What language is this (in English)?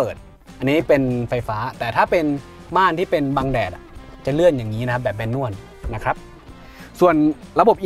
Thai